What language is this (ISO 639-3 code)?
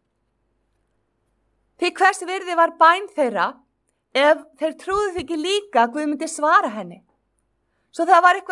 isl